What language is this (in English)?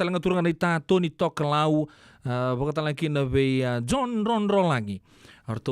Fijian